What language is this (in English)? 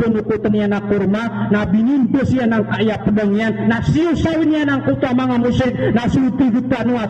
Maranao